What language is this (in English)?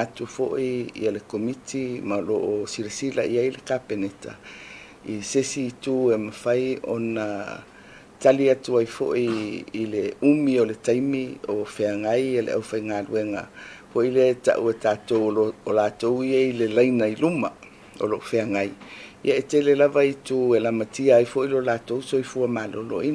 Samoan